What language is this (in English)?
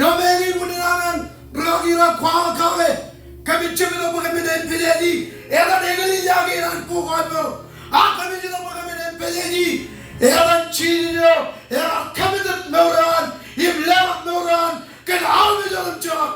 Marshallese